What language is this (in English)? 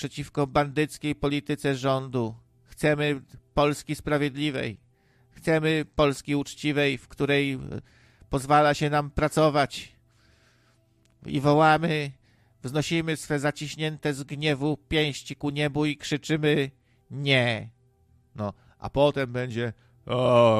Polish